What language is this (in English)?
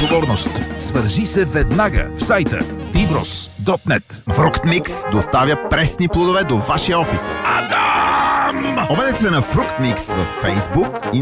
Bulgarian